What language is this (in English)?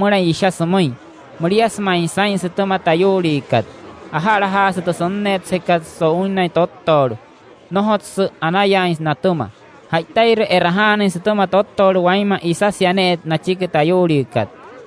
Wayuu